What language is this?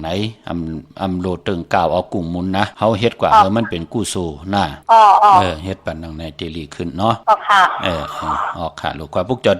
Shan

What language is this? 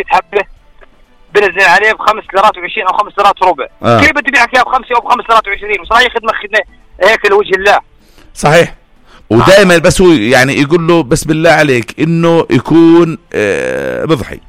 North Levantine Arabic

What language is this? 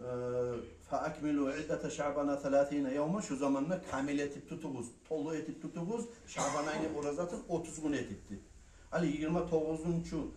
Kumyk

